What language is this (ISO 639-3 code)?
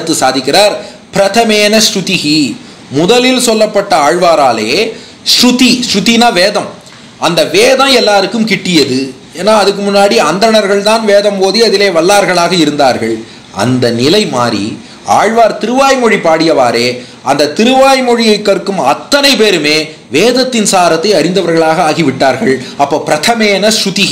tam